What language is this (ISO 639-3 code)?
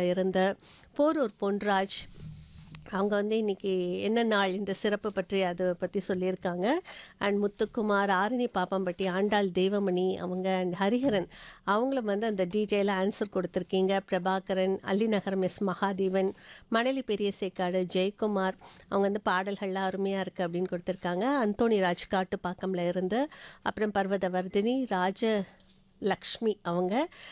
tam